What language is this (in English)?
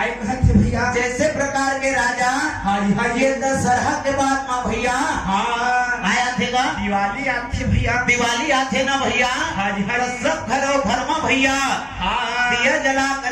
Chhattisgarhi